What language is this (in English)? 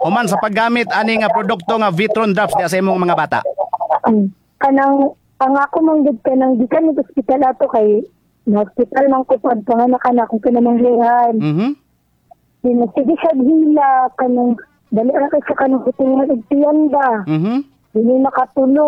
Cebuano